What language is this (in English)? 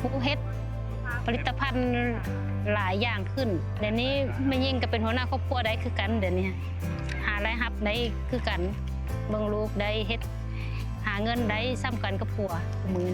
Lao